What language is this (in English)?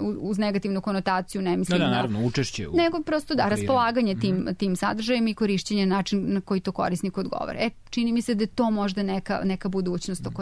Serbian